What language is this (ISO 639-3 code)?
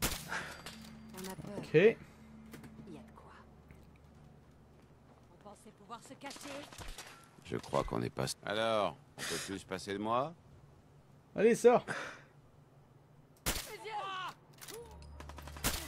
fra